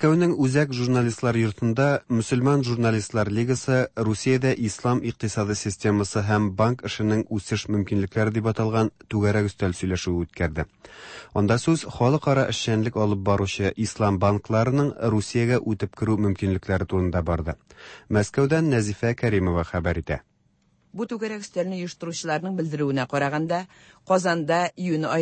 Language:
Tatar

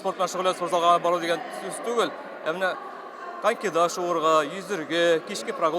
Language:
Tatar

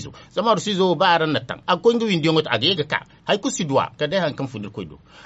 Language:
Zarma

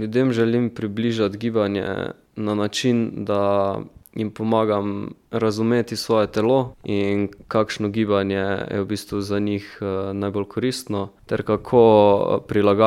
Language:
Slovenian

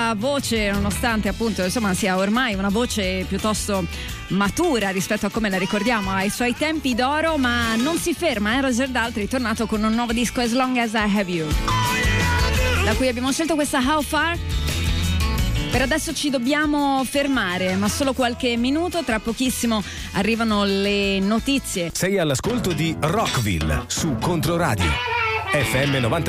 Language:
Italian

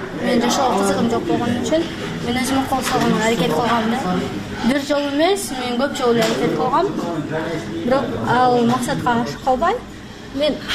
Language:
Kyrgyz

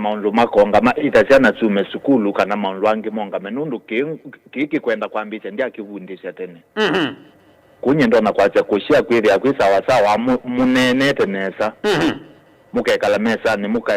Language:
Kamba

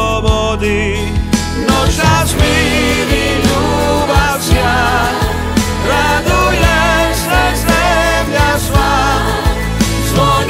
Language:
Croatian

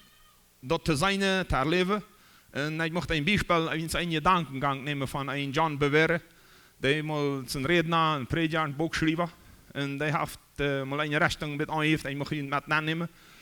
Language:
Plautdietsch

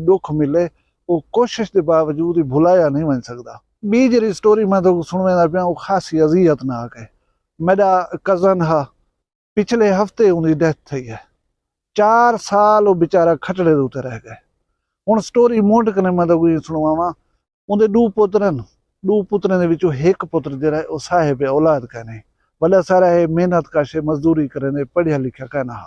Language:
Saraiki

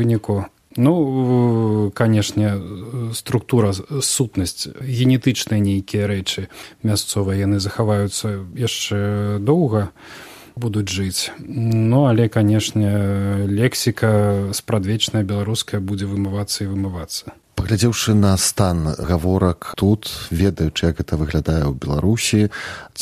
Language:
Belarusian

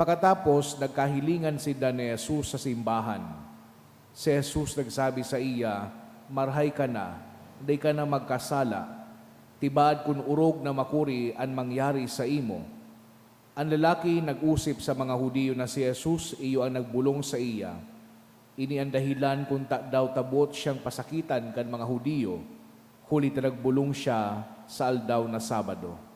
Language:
Bikol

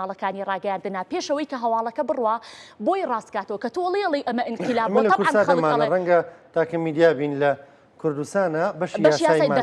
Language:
Central Kurdish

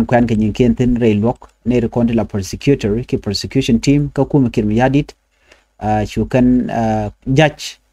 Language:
Nuer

